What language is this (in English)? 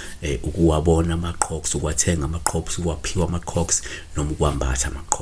Zulu